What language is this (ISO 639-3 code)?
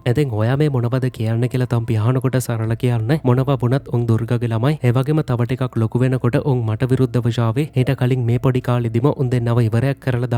sin